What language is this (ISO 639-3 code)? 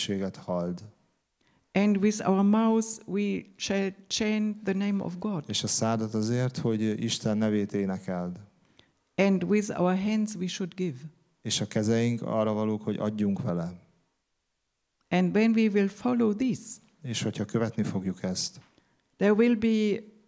hun